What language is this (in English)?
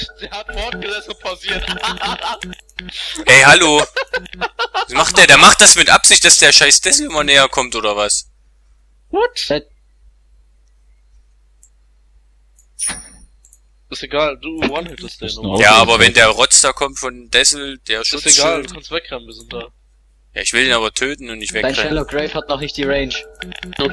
German